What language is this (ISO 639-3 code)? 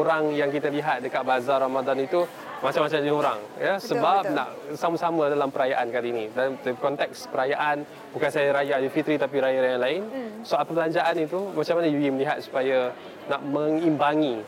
msa